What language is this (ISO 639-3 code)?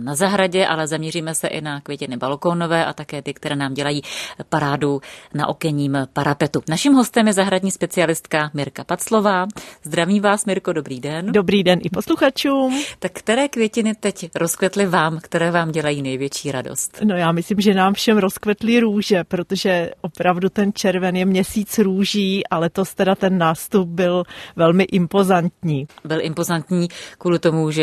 ces